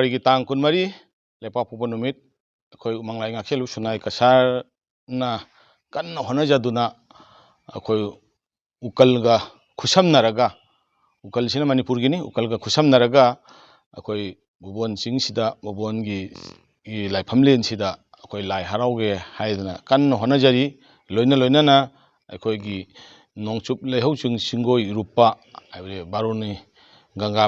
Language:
Manipuri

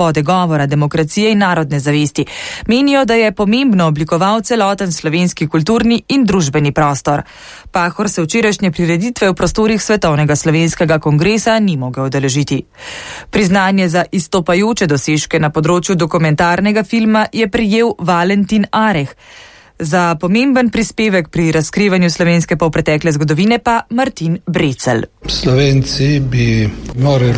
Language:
Slovenian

